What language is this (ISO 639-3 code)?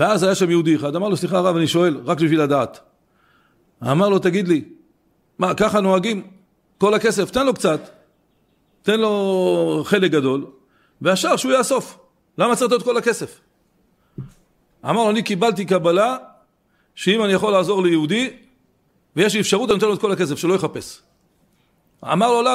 heb